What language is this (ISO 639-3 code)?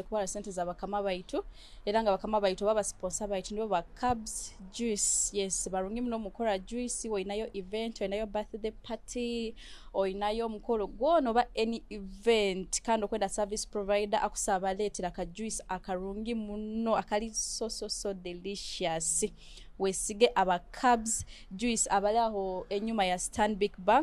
nyo